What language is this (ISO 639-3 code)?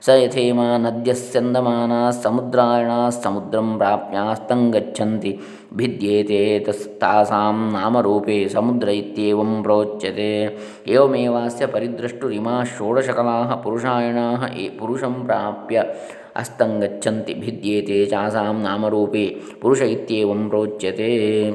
san